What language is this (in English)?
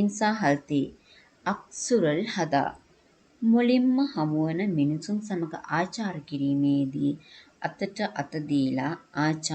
Sinhala